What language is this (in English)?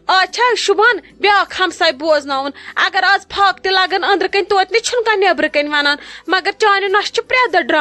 Kashmiri